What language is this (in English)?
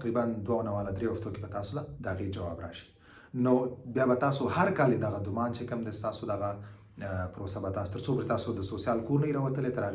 Pashto